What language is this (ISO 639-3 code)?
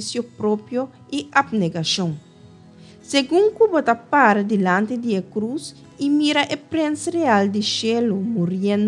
pap